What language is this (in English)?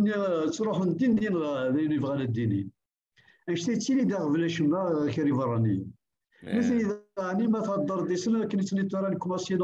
Kabyle